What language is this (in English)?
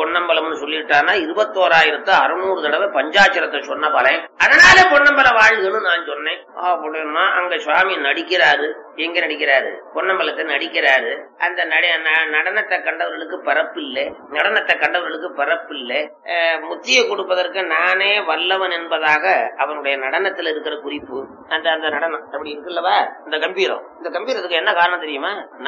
Tamil